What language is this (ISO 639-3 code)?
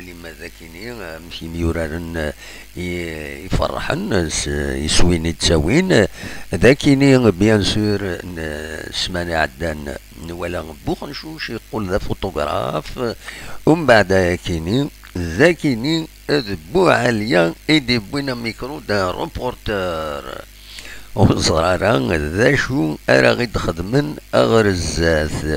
kab